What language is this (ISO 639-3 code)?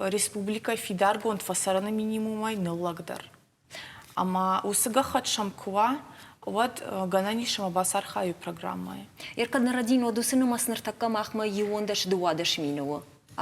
oss